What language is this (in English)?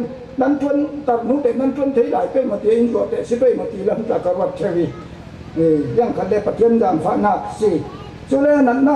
Falam Chin